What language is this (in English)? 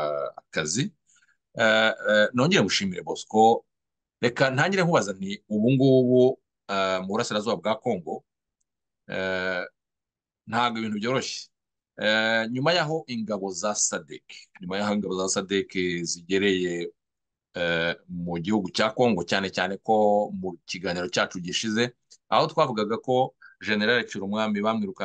Kinyarwanda